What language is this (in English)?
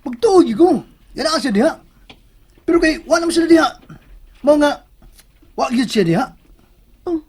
Cebuano